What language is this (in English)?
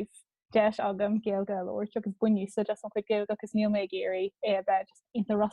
Irish